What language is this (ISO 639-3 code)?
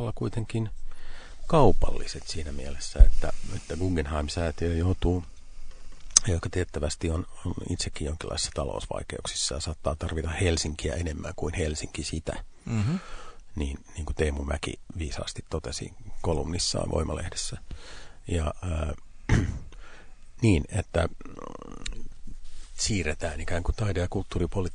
fin